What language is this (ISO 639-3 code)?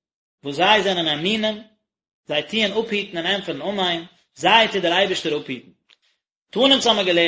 yid